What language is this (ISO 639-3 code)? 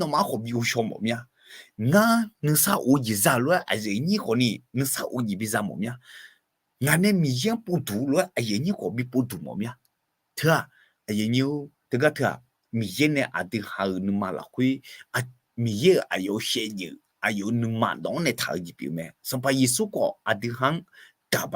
ahk